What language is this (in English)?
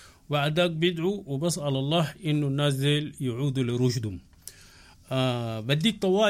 Sudanese Arabic